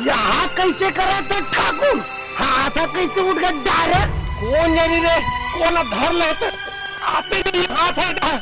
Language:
Chhattisgarhi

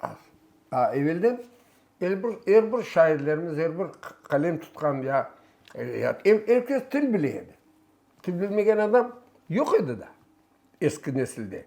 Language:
Crimean Tatar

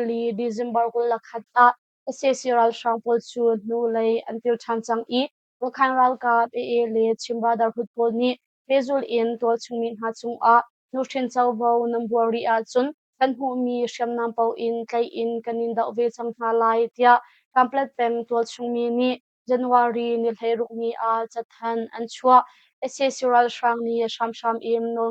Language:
Hakha Chin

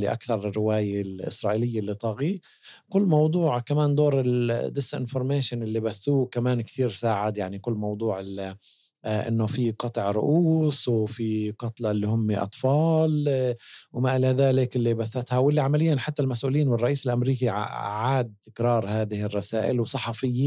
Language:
North Levantine Arabic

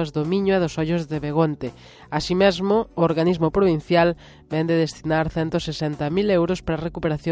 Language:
Galician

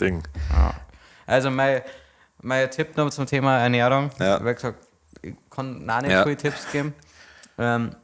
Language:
Bavarian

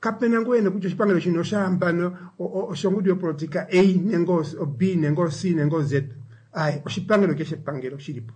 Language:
Kuanyama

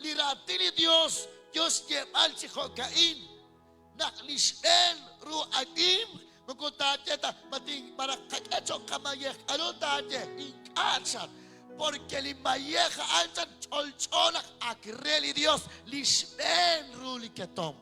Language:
Kekchí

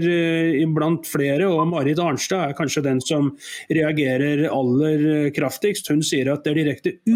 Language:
Norwegian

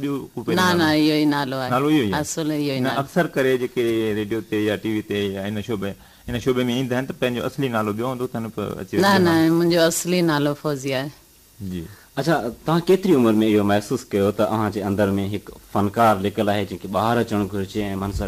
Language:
Sindhi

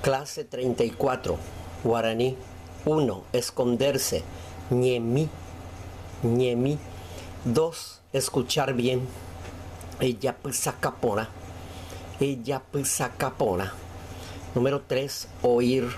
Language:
Guarani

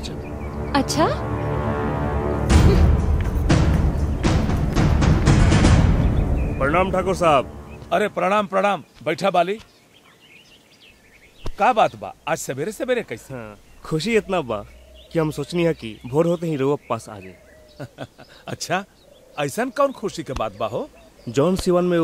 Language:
Bhojpuri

